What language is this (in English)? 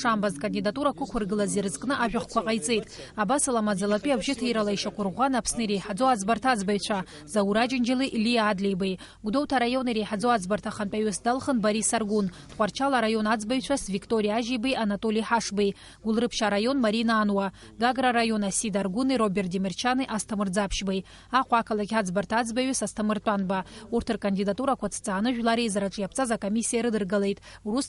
Abkhazian